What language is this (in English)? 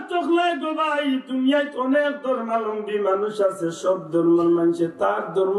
Sylheti